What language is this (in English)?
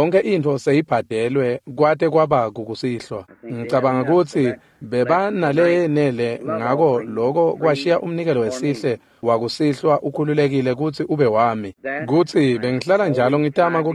Swati